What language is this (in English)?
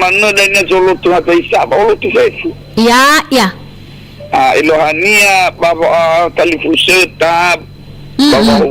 Nias